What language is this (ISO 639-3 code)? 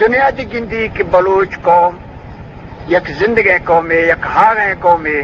bgp